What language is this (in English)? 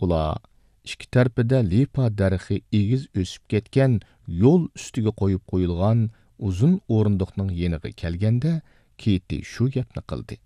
Uyghur